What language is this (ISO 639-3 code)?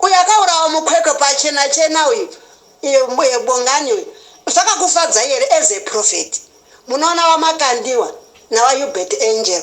sna